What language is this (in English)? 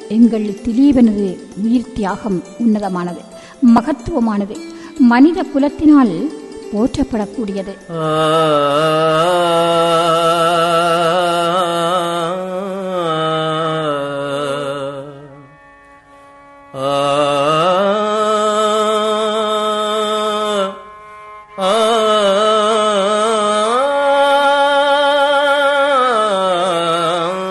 Tamil